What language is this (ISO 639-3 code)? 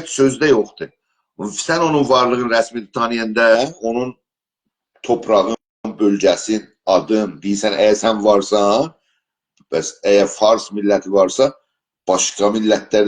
azb